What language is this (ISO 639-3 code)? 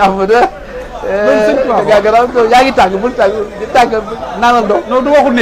wol